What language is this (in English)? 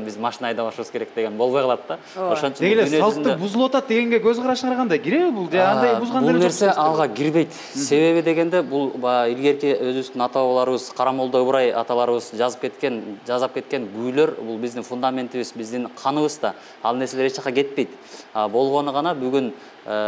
Kyrgyz